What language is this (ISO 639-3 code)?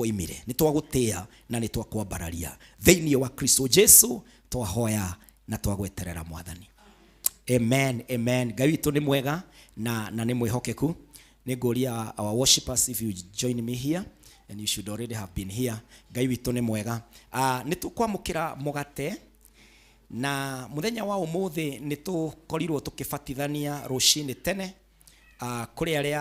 kik